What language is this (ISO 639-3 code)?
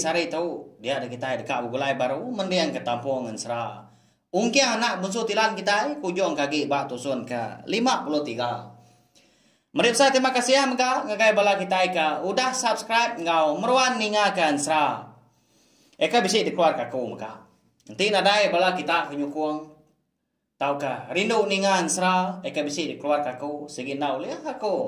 iba